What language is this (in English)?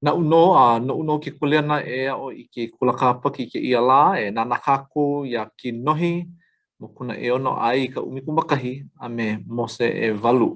Hawaiian